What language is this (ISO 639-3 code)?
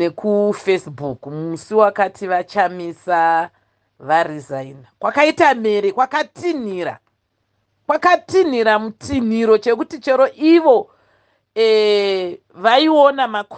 sna